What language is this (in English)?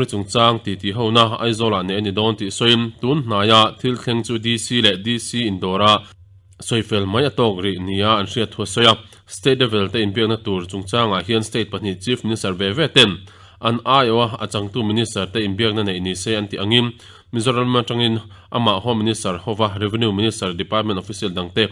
Mizo